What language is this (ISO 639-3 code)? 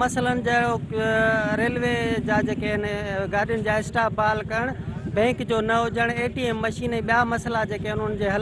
snd